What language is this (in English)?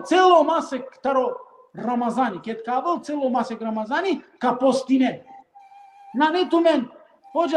Balkan Romani